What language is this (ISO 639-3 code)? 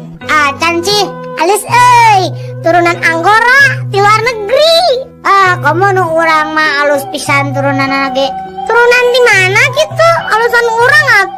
sun